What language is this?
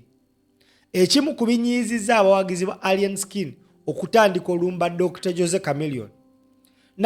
Ganda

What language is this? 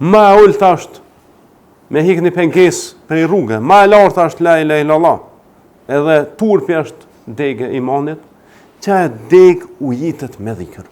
Albanian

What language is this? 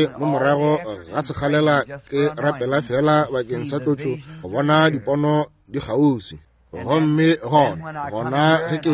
Northern Sotho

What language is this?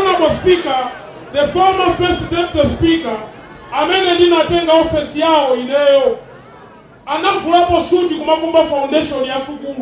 Nyanja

